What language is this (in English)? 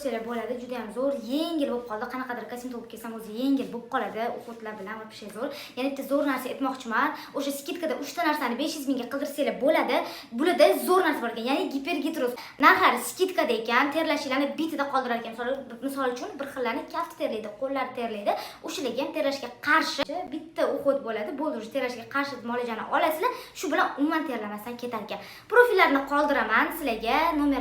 Uzbek